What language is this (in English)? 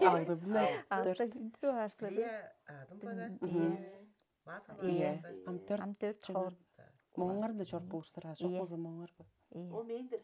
Tuvinian